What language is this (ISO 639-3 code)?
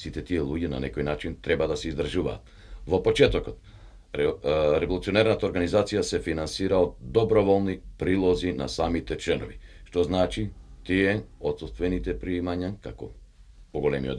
mkd